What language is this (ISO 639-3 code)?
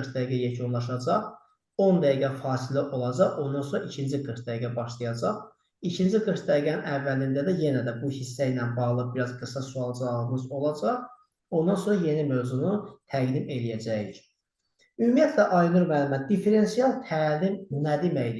aze